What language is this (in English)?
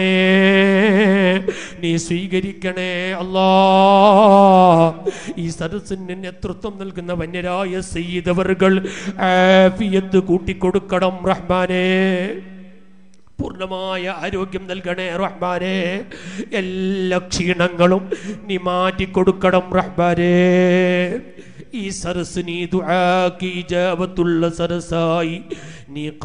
Malayalam